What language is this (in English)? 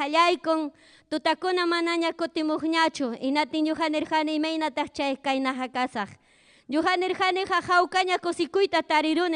Ayacucho Quechua